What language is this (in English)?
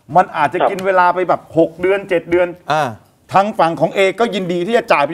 Thai